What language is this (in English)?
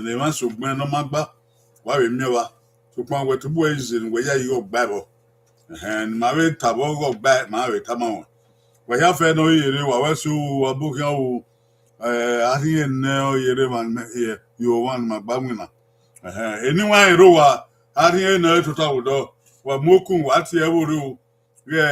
Bini